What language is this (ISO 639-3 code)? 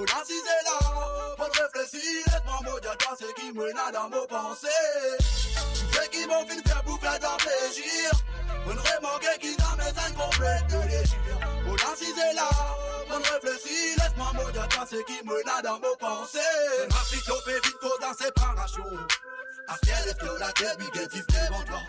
mfe